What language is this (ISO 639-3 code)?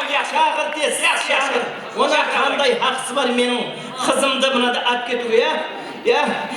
kaa